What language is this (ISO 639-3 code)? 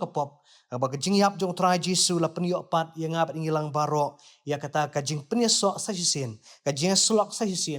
kha